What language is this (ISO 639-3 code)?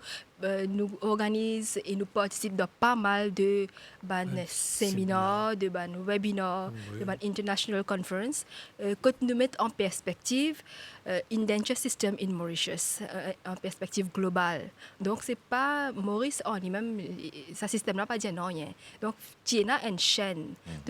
mfe